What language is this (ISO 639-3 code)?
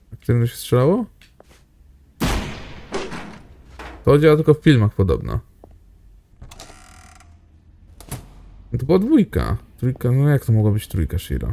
pol